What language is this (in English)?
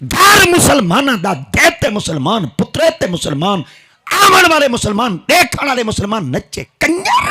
Saraiki